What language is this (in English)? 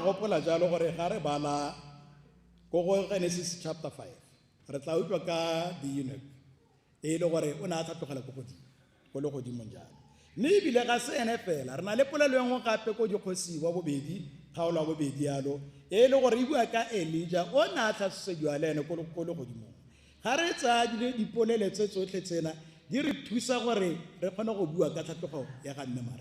Tswana